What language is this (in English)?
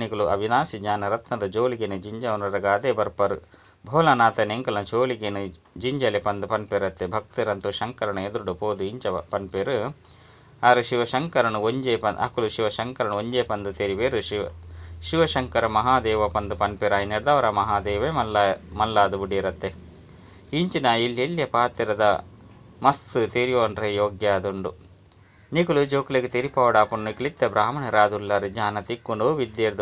Tulu